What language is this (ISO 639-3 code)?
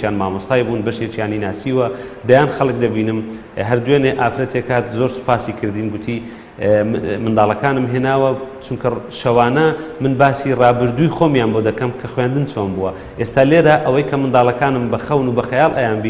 ckb